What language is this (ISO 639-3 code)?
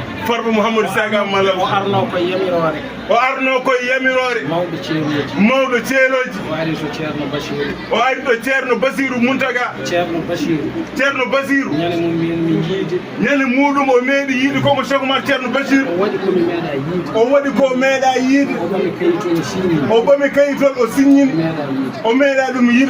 ful